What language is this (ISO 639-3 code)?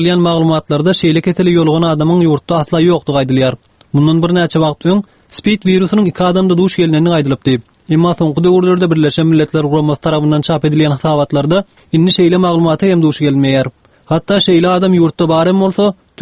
tuk